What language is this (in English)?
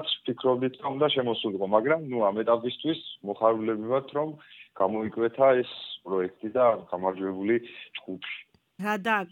Georgian